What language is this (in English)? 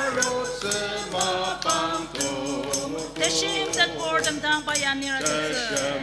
Ao Naga